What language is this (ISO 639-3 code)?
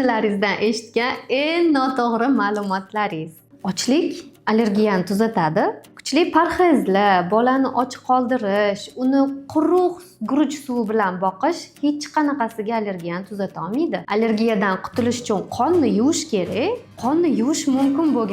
uzb